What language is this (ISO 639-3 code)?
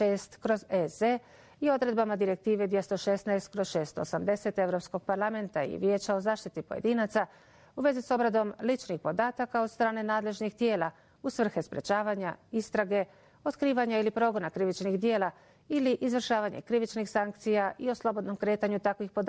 bos